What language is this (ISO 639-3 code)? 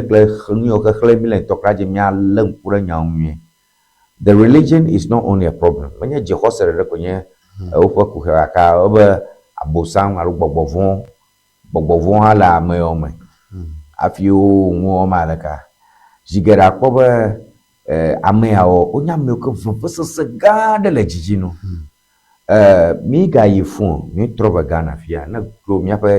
ewe